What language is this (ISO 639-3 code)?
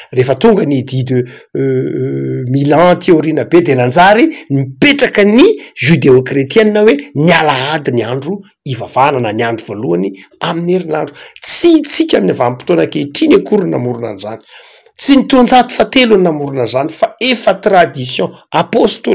mlg